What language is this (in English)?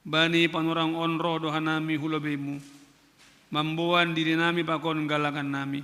Batak Simalungun